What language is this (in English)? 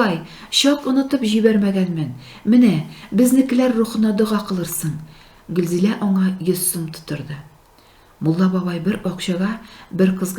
Tatar